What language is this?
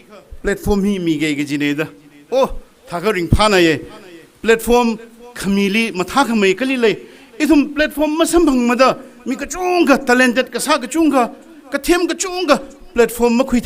Tangkhul Naga (India)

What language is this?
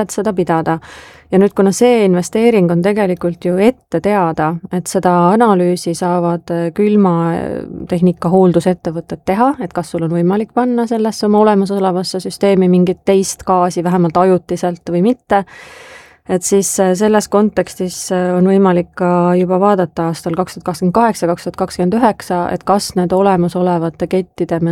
Estonian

